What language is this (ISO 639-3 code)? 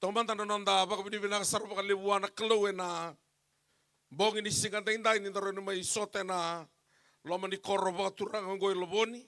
fij